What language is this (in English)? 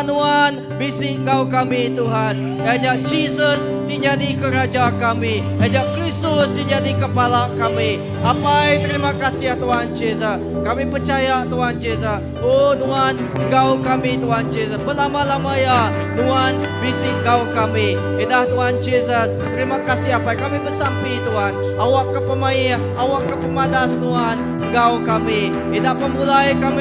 Iban